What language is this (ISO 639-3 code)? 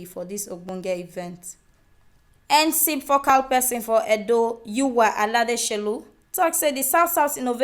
pcm